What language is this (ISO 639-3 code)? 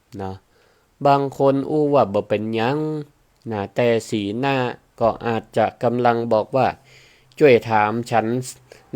nod